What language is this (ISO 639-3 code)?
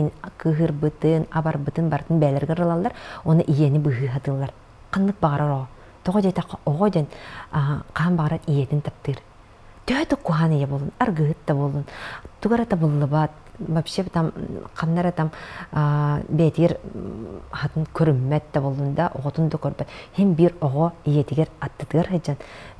sah